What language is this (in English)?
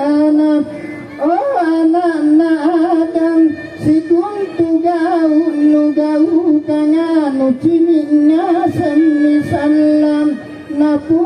Makasar